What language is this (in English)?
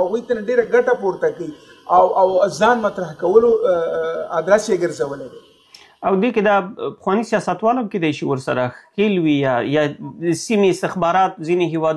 Pashto